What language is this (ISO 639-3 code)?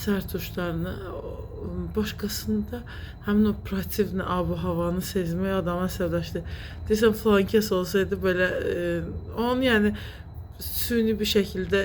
aze